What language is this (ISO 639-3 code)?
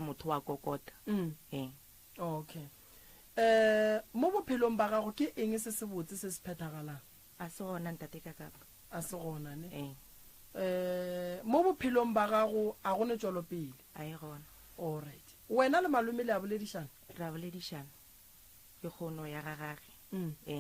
nso